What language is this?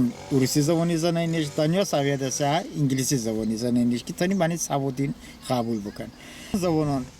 Talysh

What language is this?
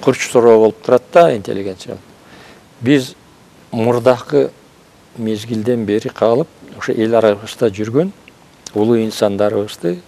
Kyrgyz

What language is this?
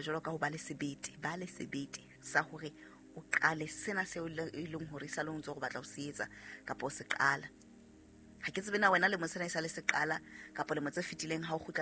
Southern Sotho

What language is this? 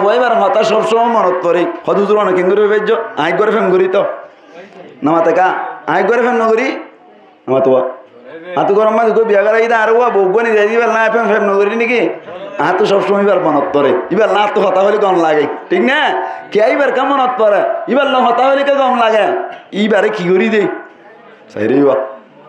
Rohingya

